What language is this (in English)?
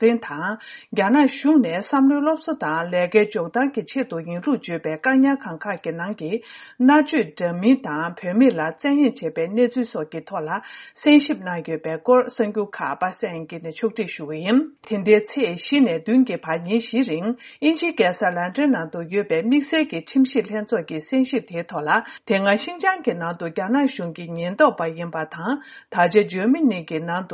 Tibetan